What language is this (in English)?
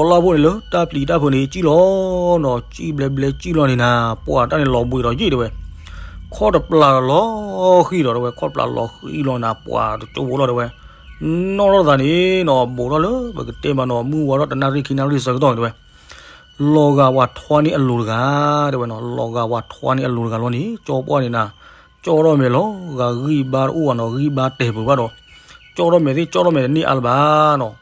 S'gaw Karen